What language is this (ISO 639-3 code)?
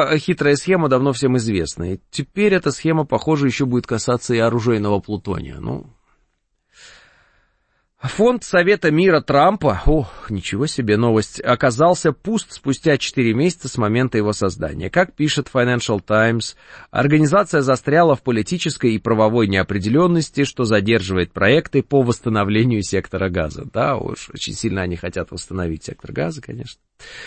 rus